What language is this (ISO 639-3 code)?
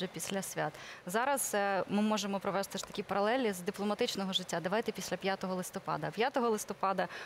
ukr